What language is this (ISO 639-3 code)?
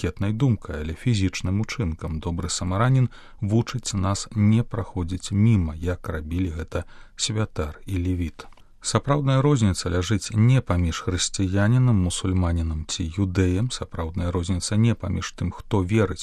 bel